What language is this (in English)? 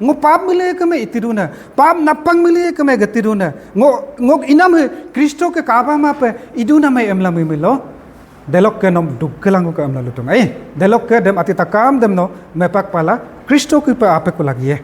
Adi